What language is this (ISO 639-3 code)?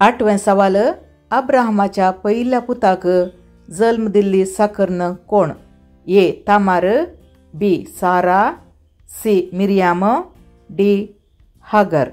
kok